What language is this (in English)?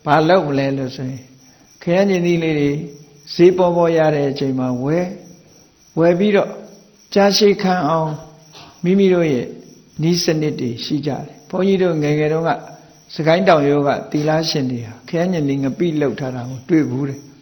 Burmese